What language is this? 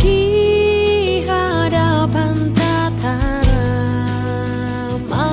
Batak Simalungun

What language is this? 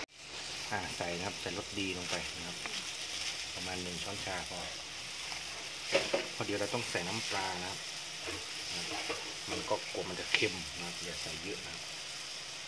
Thai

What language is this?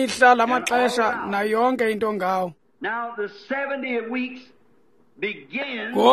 Xhosa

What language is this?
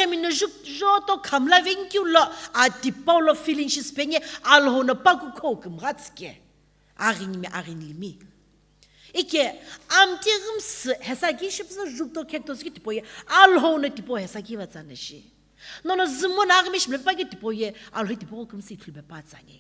Sumi Naga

